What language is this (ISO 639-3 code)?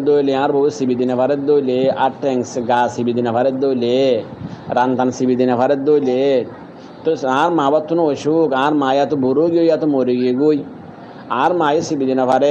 rhg